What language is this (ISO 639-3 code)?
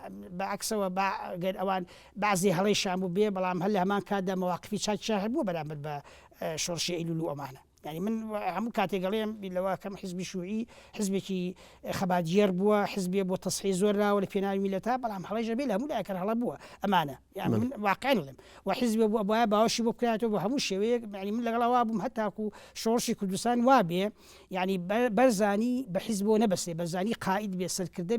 ckb